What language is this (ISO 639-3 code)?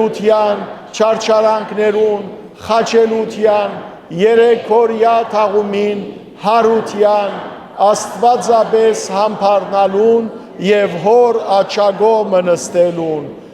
hyw